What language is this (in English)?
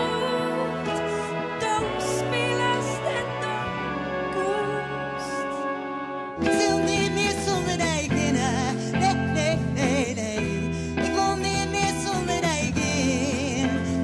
Western Frisian